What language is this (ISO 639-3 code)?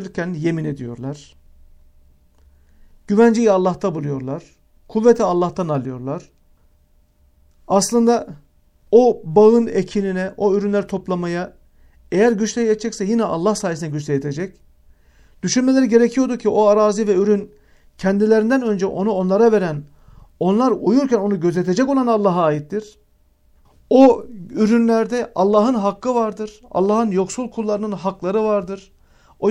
tur